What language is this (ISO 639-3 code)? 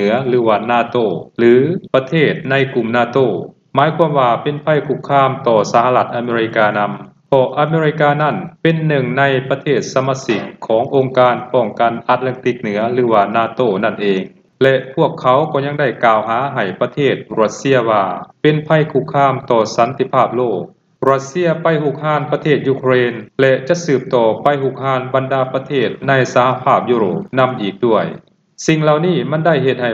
lao